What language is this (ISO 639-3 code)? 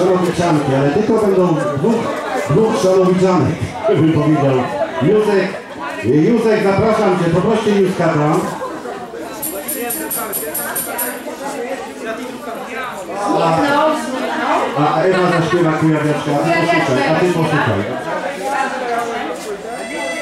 pol